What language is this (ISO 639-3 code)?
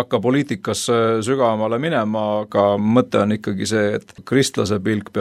est